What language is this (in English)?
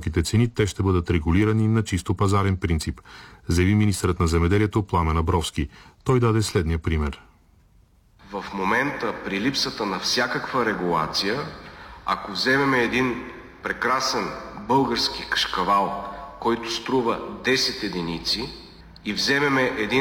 Bulgarian